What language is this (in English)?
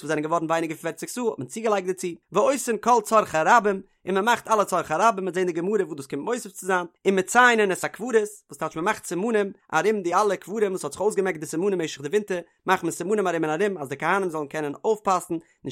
Yiddish